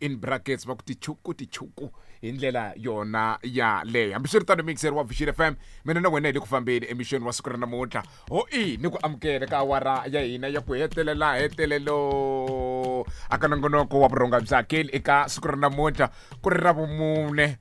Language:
Tsonga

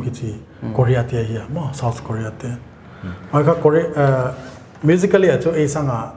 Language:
Paite Chin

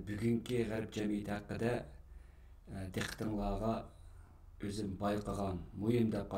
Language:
Uyghur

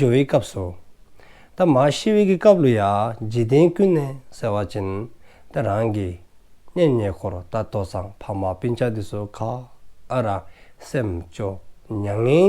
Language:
Dzongkha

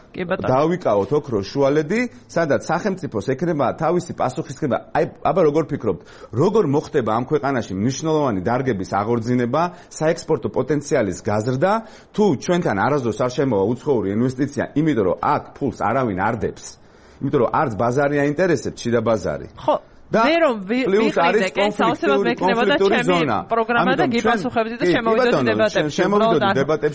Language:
Georgian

